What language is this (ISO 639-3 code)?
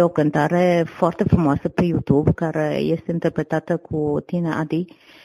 ron